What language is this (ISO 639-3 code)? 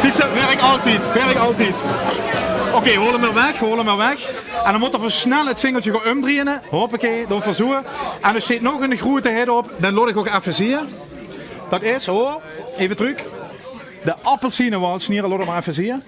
lim